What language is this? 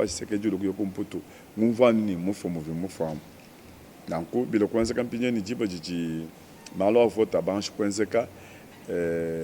Luba-Lulua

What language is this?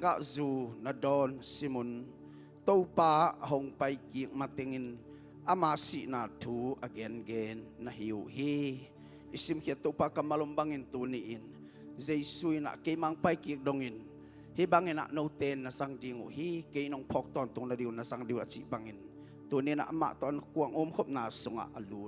Tedim Chin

